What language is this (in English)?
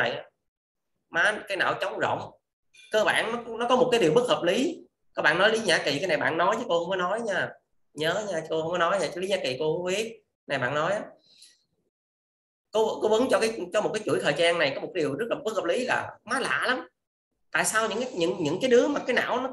Vietnamese